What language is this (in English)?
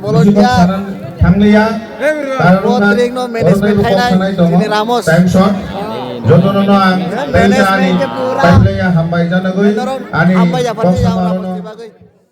Kok Borok